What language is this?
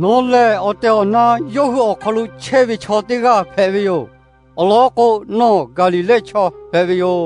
Lahu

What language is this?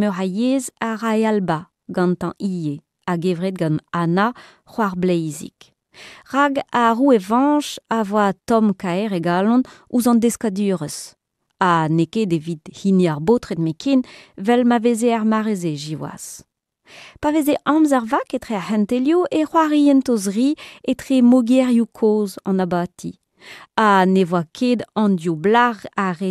Breton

